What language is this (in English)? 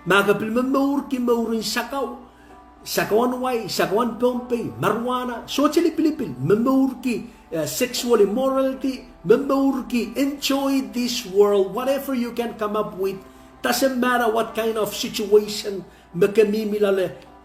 Pohnpeian